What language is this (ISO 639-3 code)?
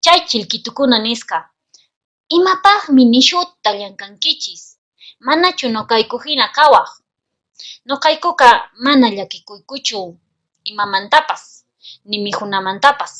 que